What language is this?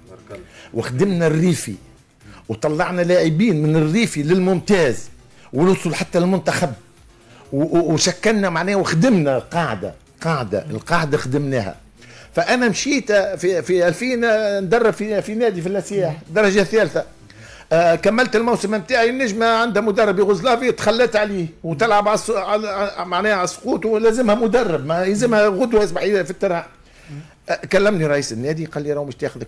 Tunisian Arabic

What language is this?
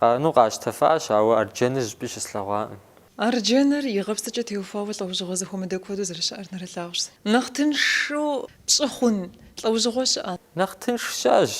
Kabardian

